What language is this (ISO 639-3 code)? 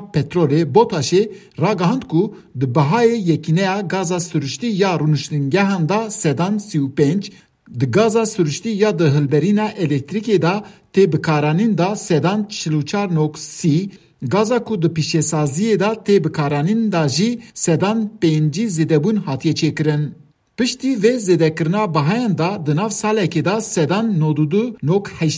kur